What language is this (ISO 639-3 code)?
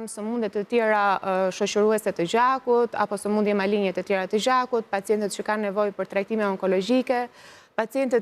sqi